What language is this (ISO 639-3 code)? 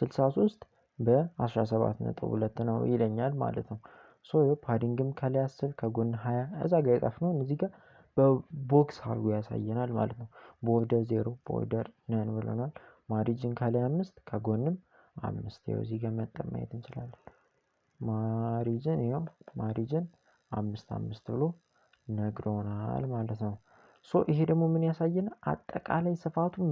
amh